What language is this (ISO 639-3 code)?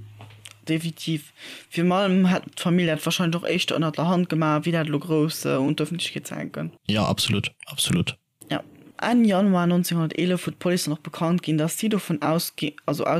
ltz